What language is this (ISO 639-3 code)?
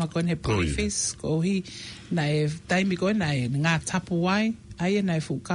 ton